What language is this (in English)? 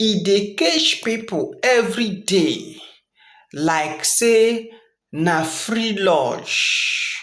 Nigerian Pidgin